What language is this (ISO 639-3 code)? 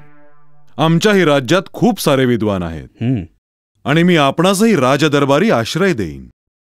mar